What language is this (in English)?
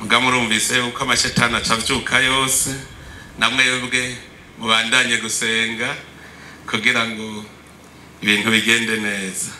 Rundi